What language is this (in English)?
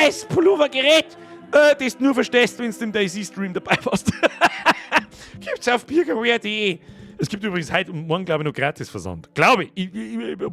Bavarian